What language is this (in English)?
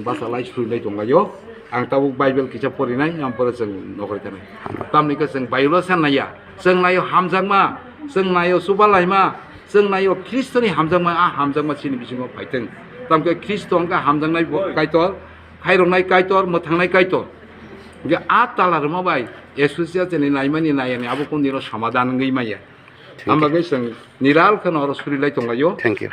Kok Borok